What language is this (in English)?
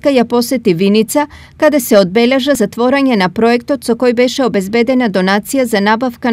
Macedonian